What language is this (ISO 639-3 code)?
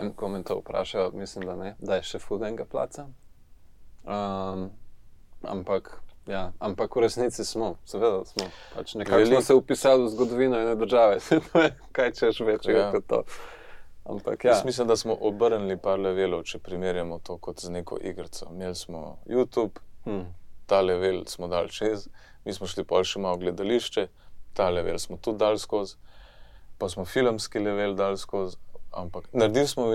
slv